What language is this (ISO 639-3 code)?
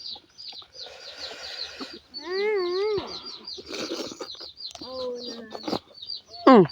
lao